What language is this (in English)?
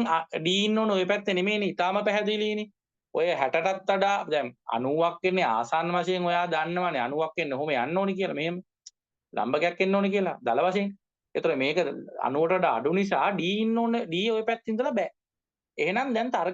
Sinhala